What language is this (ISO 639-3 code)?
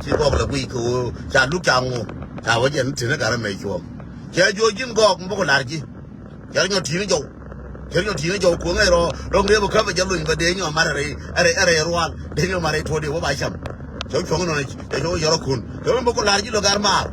nus